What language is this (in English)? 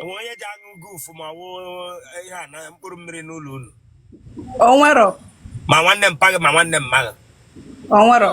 Igbo